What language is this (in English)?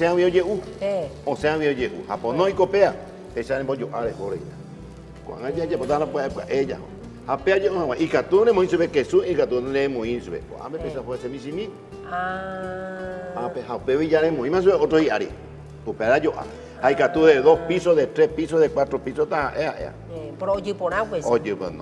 Guarani